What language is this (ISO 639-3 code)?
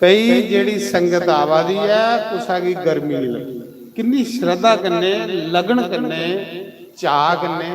doi